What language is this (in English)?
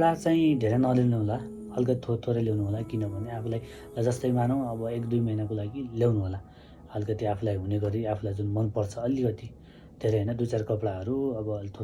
Nepali